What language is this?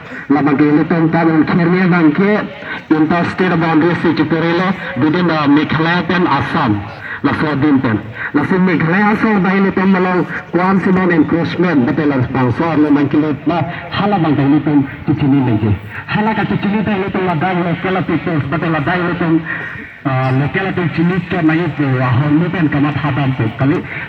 Karbi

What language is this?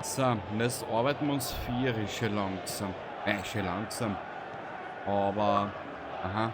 Bavarian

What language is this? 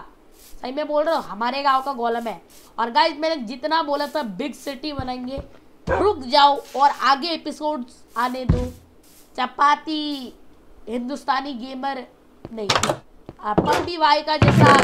Hindi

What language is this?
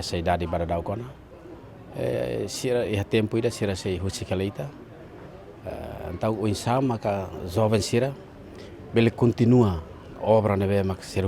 Tetum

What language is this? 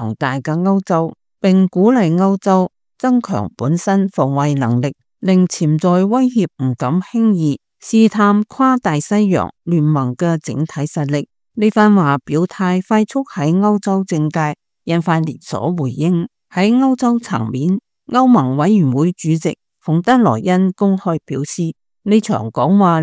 Cantonese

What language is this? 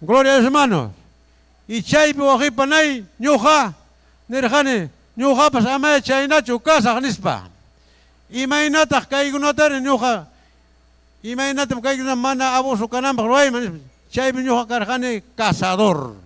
Ayacucho Quechua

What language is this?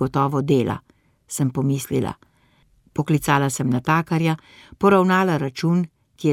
Slovenian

